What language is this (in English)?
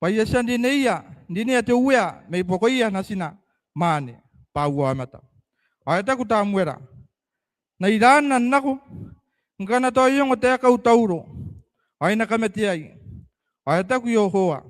Gilbertese